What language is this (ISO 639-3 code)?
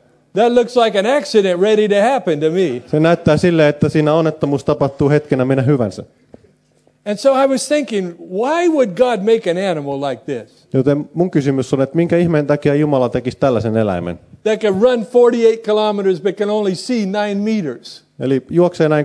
fin